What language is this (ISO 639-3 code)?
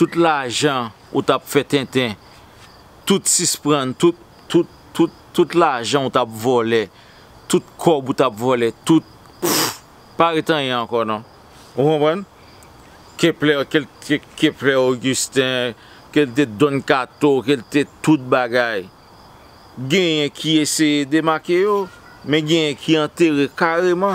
hat